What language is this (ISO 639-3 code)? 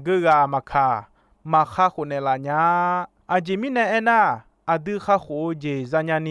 ahk